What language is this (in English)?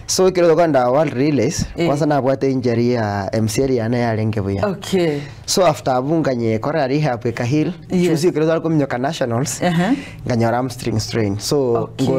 Gusii